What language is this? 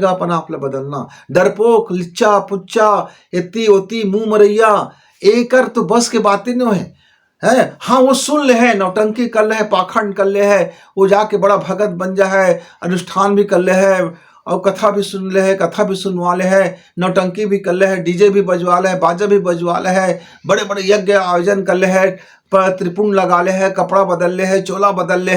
Chhattisgarhi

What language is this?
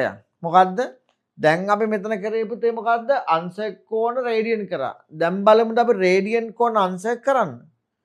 Sinhala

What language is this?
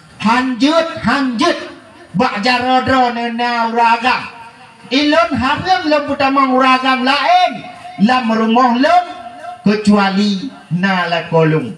Achinese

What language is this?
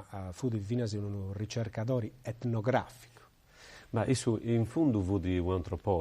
Sardinian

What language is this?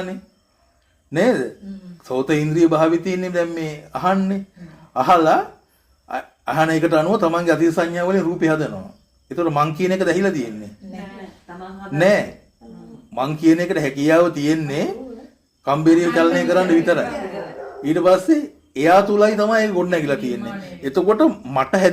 Sinhala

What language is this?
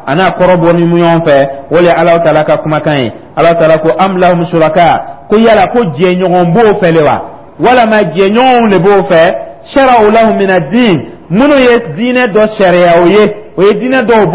Dyula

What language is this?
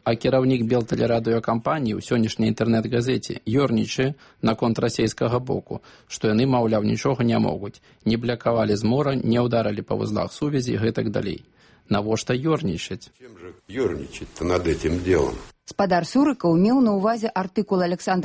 Belarusian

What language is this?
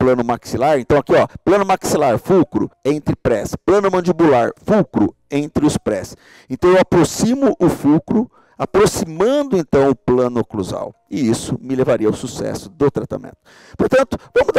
Portuguese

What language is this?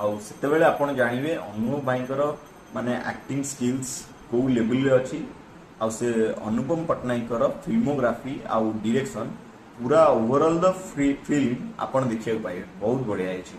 Odia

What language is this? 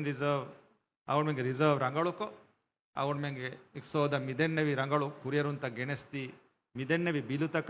Divehi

